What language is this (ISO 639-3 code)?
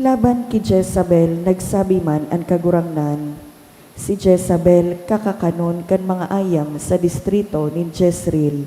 bik